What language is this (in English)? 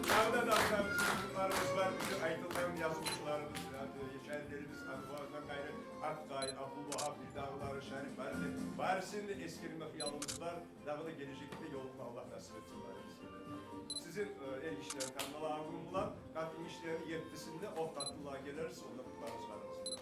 Kumyk